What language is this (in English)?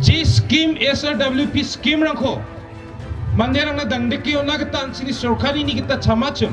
Garo